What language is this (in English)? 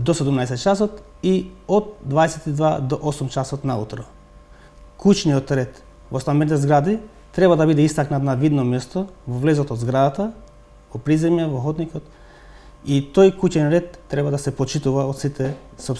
Macedonian